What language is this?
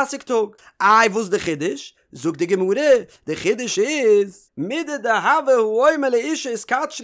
Yiddish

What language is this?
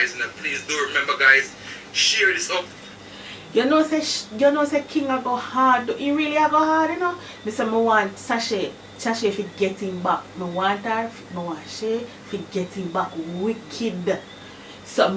Jamaican Creole English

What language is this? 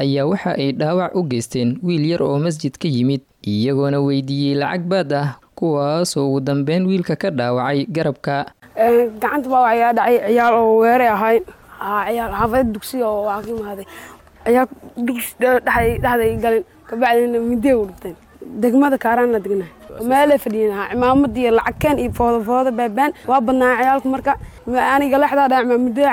Somali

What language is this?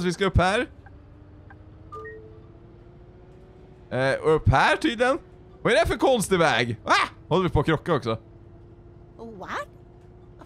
Swedish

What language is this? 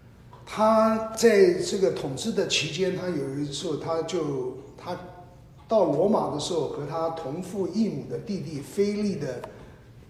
Chinese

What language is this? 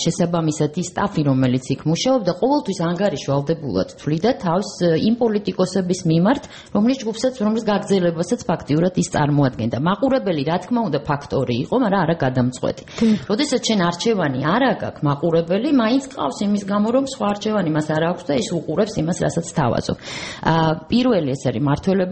Georgian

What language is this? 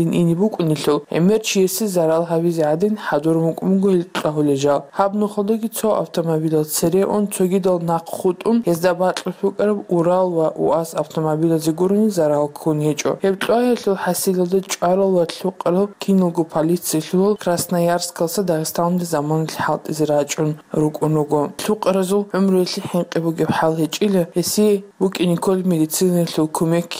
Avaric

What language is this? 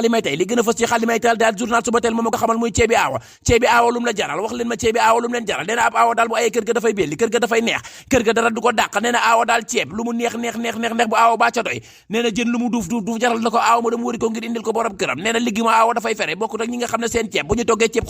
Wolof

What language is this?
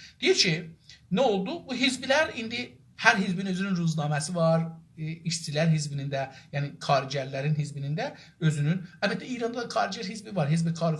South Azerbaijani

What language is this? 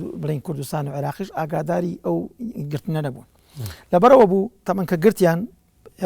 Central Kurdish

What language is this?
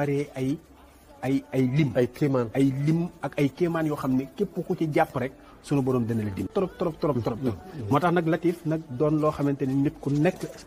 Wolof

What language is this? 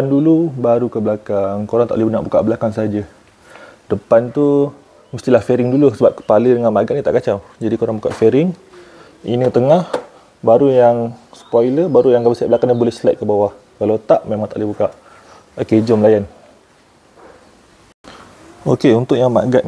Malay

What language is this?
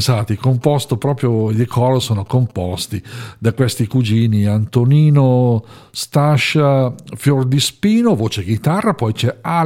Italian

